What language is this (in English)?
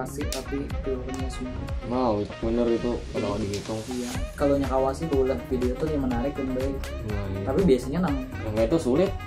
Banjar